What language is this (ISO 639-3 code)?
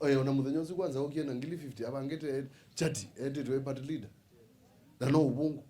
kam